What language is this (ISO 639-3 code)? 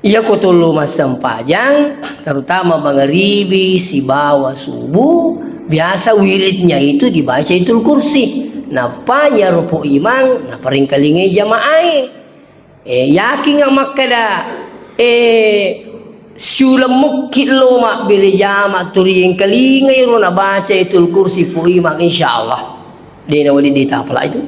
bug